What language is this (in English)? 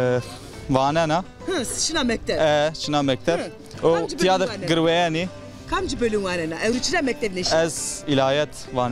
Zaza